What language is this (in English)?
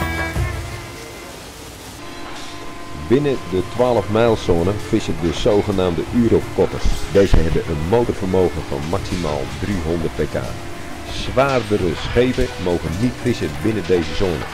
Dutch